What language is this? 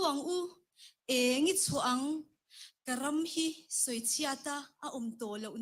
Mizo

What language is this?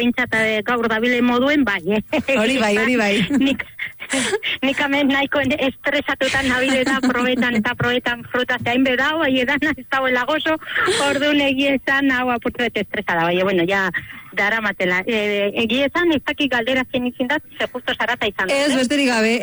Basque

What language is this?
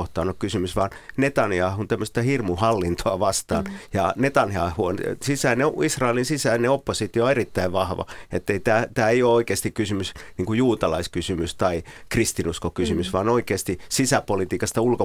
Finnish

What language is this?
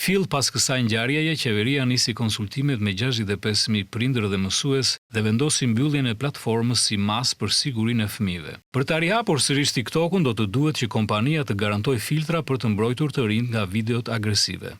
Albanian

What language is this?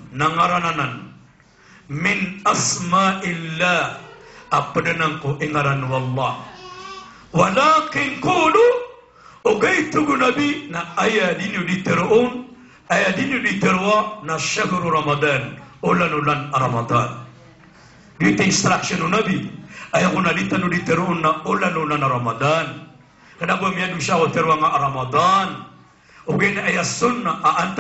Maranao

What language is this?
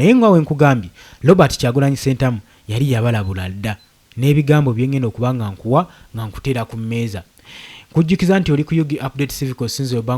Ganda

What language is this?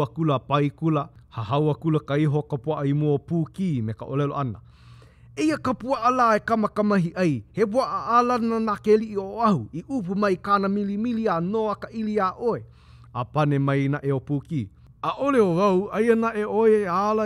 Hawaiian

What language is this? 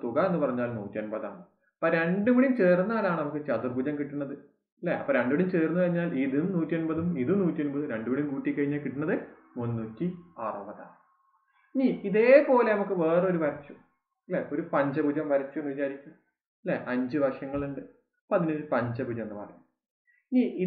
Malayalam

